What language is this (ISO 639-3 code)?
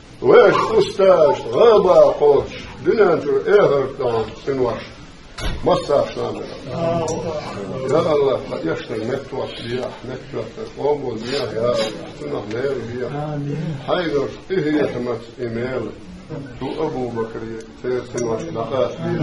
che